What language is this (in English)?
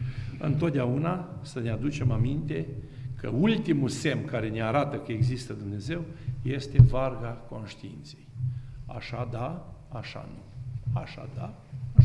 Romanian